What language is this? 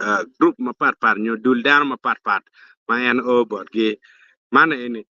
Acoli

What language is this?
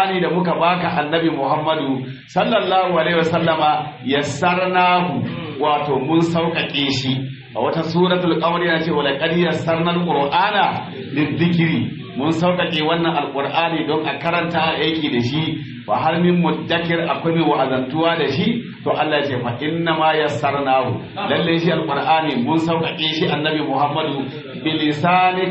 Hausa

